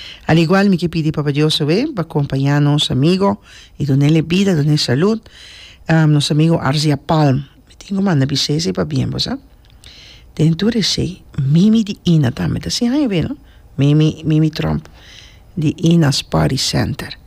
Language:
Papiamento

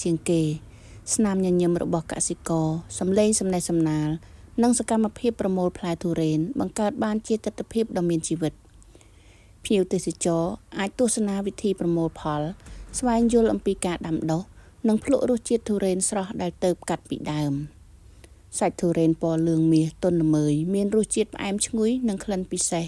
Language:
Khmer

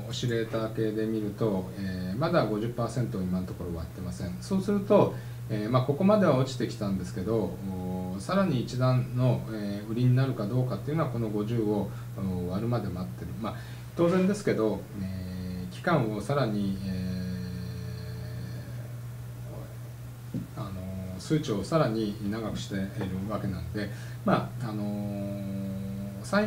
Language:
Japanese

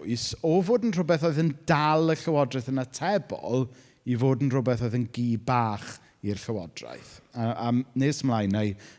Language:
Welsh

